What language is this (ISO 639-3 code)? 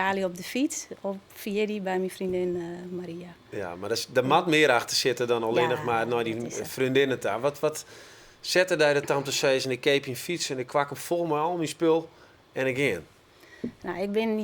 fry